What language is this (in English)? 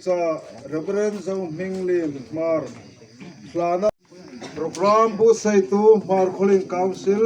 Hmar